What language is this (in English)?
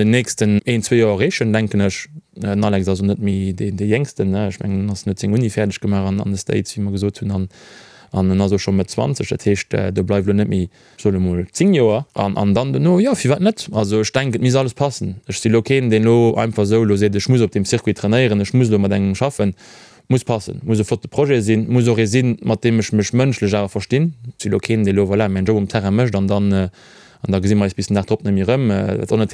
Luxembourgish